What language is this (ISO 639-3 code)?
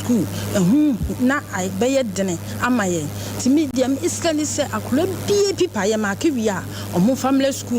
aka